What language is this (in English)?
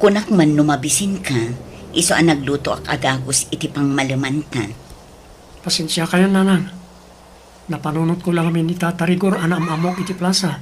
Iloko